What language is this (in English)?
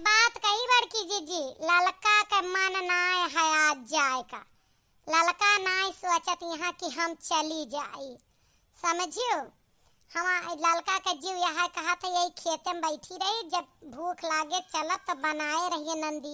Awadhi